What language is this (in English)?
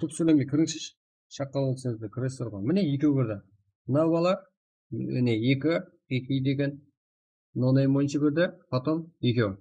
Kara-Kalpak